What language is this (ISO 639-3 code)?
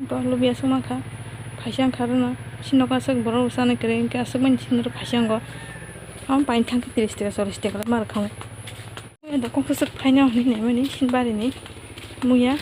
trp